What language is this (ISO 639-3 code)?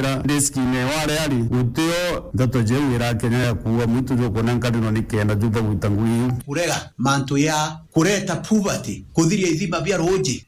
mer